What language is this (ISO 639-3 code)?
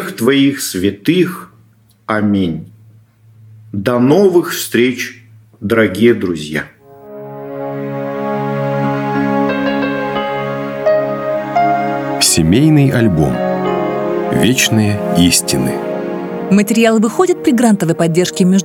rus